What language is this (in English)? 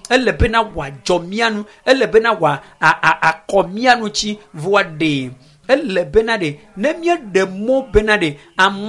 Ewe